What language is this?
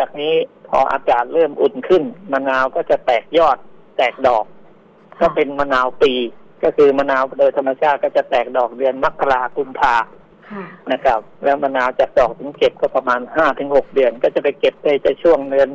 Thai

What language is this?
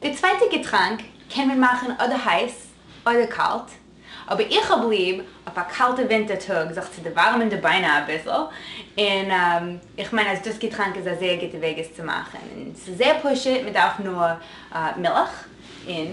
Yiddish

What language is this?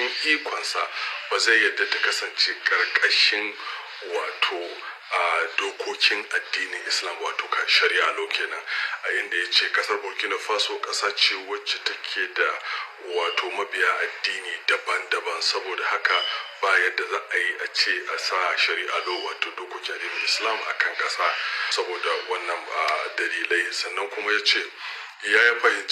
Hausa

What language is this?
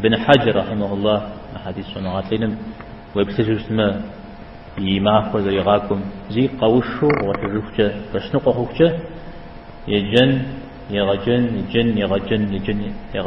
Kabardian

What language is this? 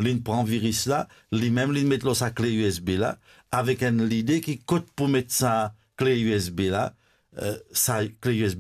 Morisyen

